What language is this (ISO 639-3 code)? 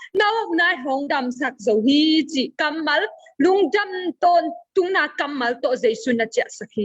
ctd